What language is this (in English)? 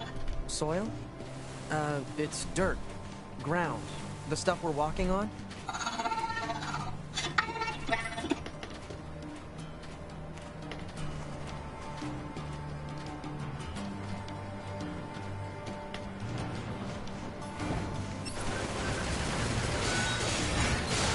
English